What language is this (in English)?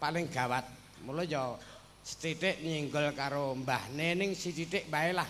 Javanese